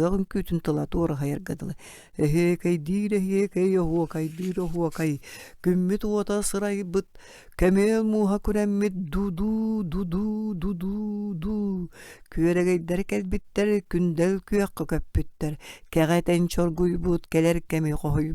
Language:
Yakut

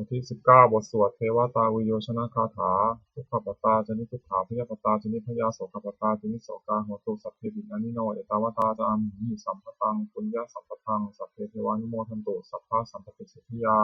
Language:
Pali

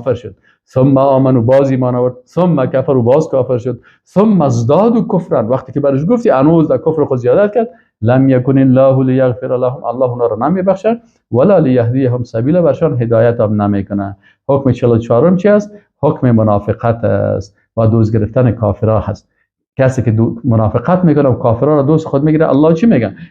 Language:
Persian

